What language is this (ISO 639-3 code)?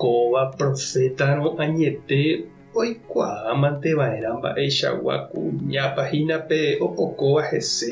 grn